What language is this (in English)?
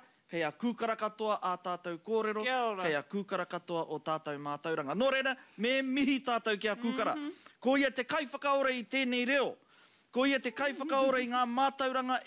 Māori